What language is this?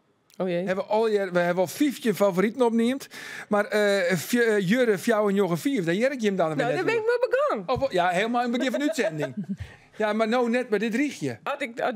Western Frisian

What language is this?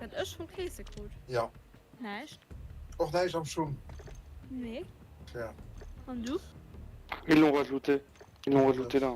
Luxembourgish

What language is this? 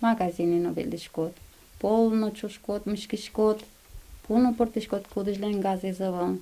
Udmurt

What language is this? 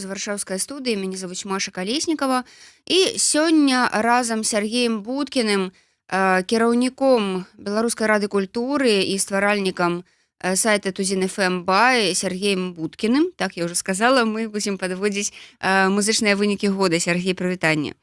Belarusian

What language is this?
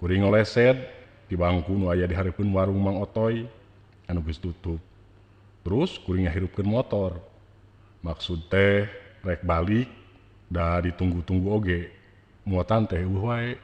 Sundanese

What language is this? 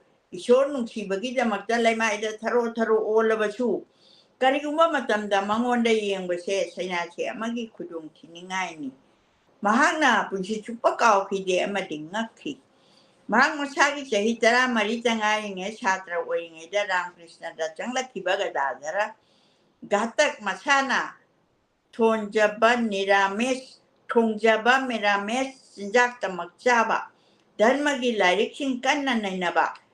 Manipuri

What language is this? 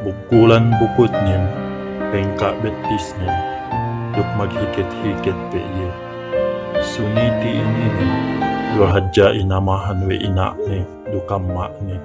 Yakan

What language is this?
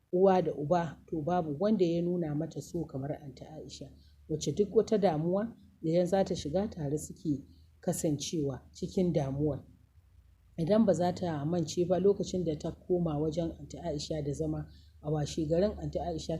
Hausa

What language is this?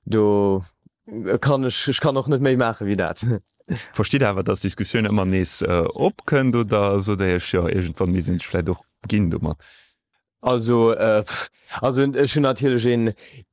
Luxembourgish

